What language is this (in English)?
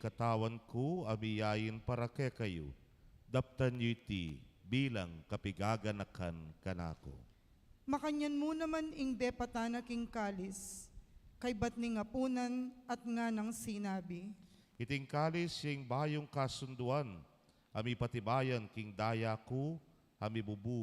Pampanga